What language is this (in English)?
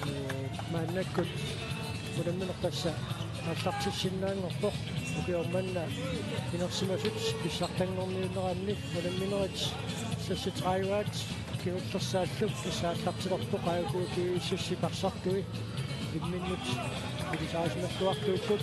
Kalaallisut